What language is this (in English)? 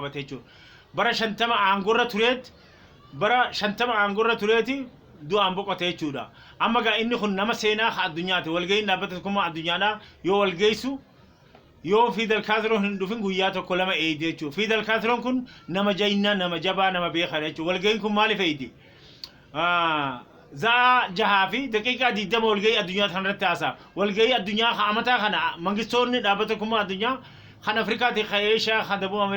Oromo